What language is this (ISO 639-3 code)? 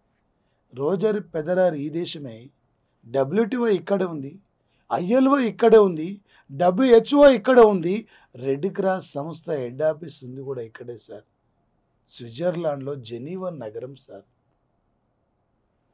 tel